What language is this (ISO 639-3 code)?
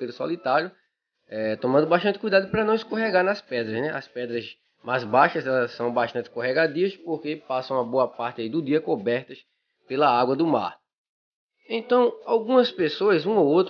por